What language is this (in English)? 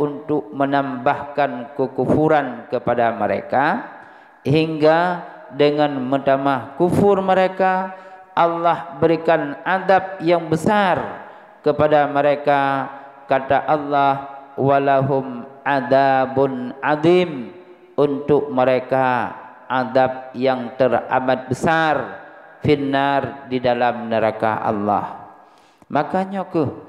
Achinese